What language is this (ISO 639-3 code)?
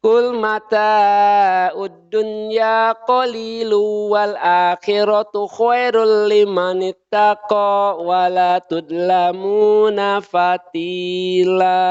sun